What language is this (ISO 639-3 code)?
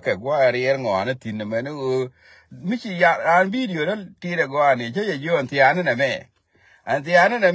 nus